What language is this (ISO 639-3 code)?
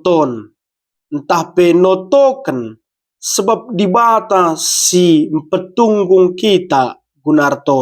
btx